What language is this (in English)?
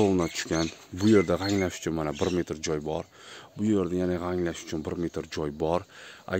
Uzbek